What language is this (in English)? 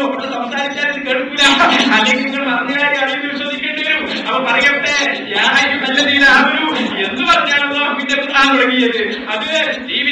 Malayalam